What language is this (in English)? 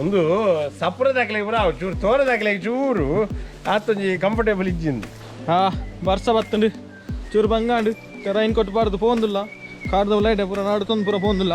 Tulu